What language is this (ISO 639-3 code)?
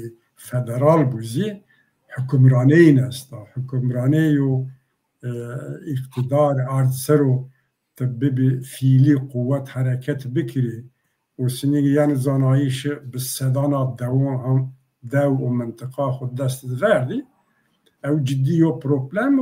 zza